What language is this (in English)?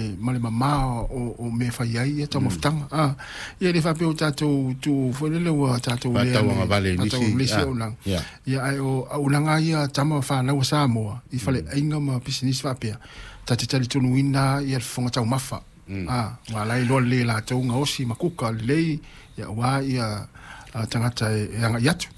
Samoan